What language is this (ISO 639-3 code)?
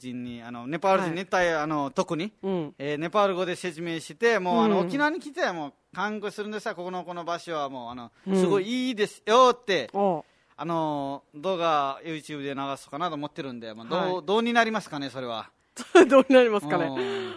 jpn